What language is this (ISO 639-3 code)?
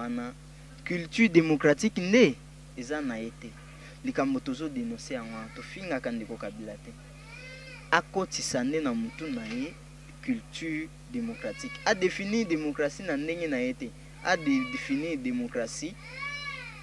lin